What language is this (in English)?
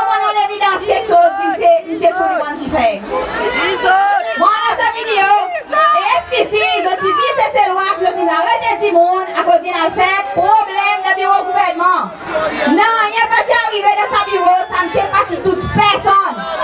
Seselwa Creole French